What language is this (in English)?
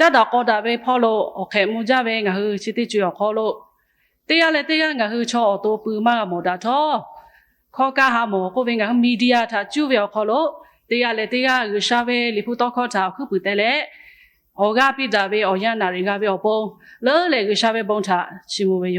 Lahu